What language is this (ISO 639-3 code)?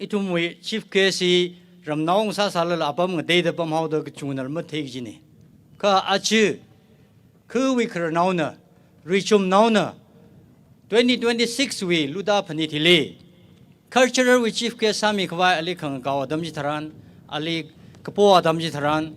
nmf